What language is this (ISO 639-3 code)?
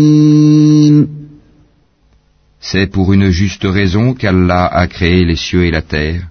fra